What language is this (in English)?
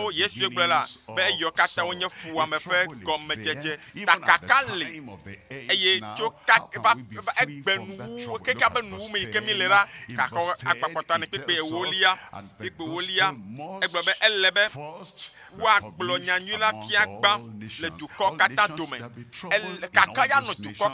Ewe